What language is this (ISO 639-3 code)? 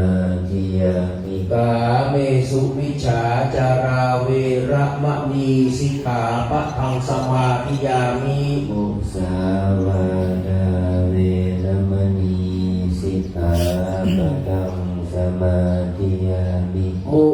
pli